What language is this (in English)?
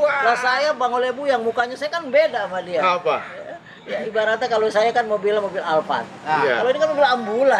Betawi